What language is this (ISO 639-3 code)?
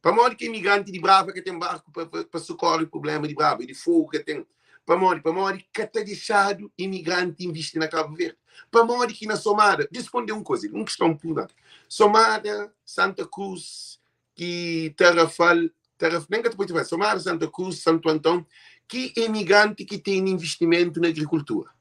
kea